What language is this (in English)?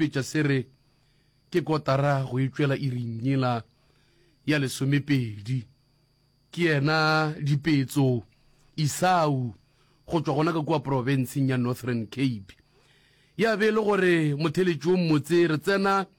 Northern Sotho